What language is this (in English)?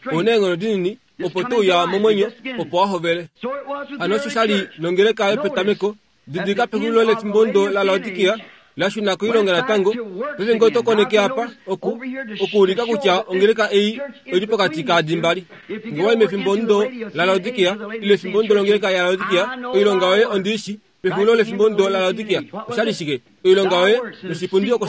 Kuanyama